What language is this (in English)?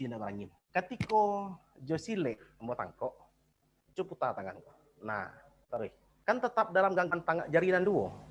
Minangkabau